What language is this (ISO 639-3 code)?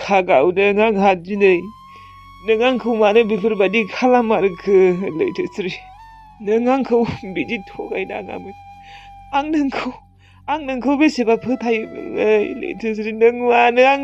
brx